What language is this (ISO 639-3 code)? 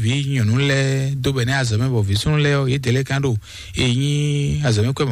fon